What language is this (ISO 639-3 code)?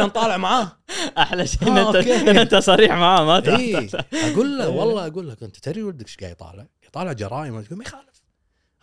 afb